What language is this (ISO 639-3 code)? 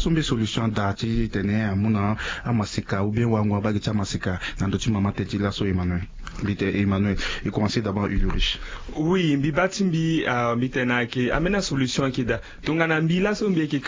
sag